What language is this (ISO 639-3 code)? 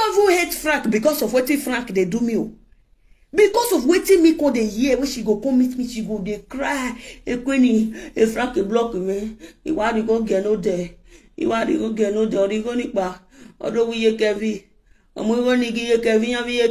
pcm